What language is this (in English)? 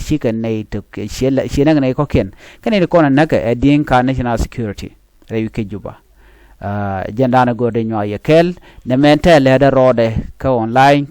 Nuer